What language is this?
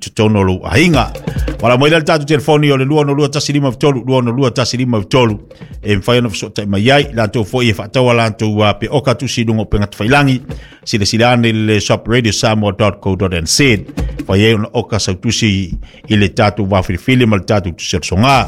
Samoan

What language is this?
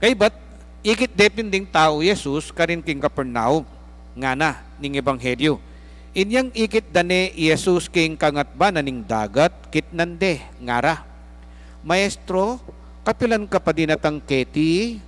Pampanga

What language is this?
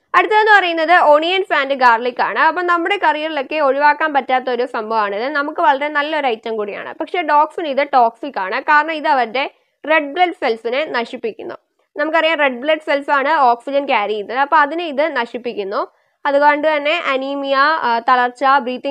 Malayalam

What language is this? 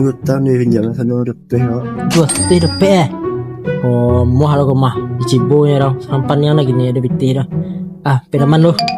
Minangkabau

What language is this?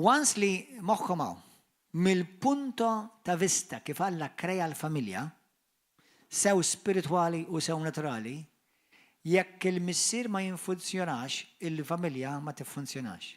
Maltese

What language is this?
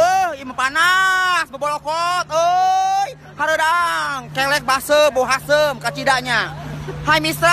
Sundanese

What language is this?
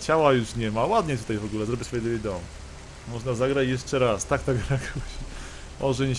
Polish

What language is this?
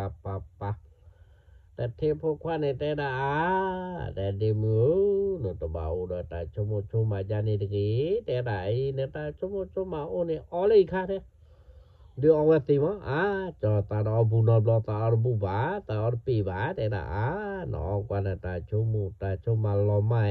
S'gaw Karen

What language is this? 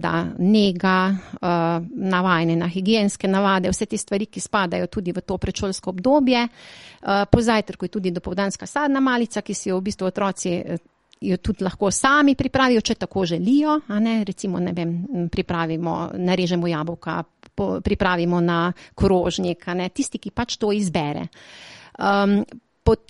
Slovenian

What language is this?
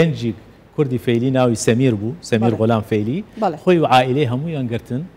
Central Kurdish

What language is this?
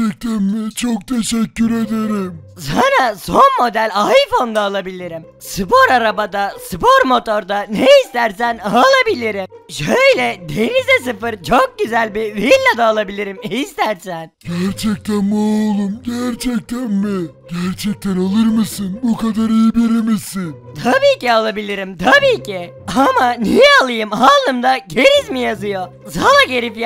Turkish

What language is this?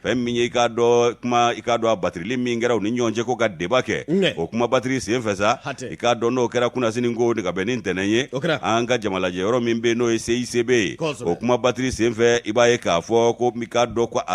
Bambara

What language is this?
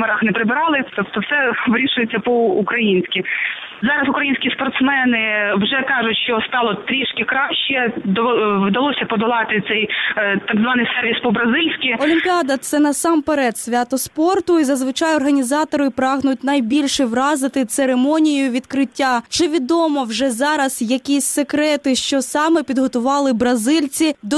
Ukrainian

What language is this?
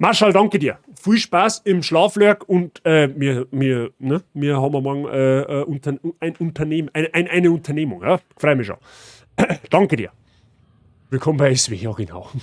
Bavarian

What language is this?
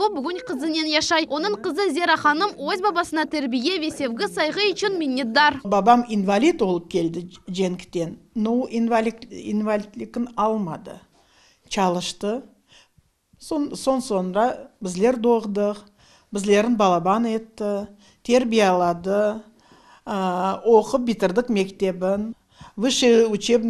Crimean Tatar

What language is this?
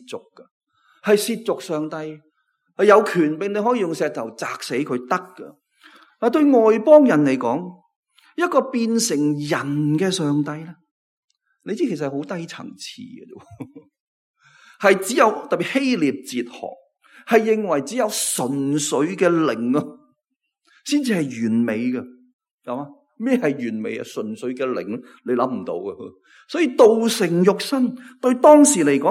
Cantonese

